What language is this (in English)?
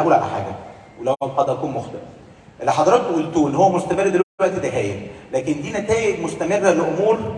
Egyptian Arabic